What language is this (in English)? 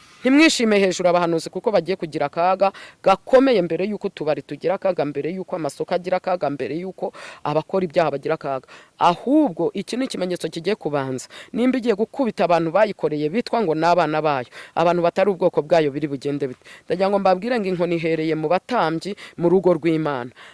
Kinyarwanda